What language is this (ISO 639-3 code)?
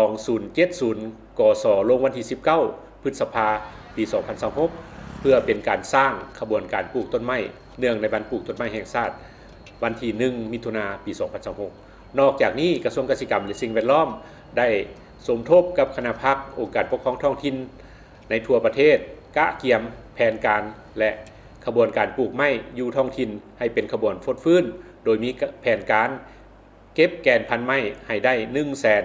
lao